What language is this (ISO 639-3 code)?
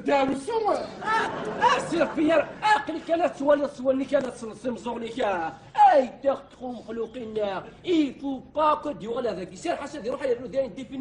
kab